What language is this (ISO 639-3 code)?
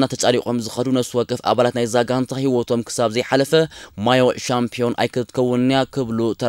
tir